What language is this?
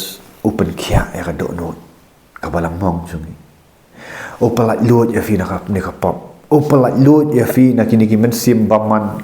Khasi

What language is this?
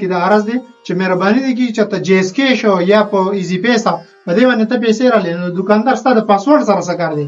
Pashto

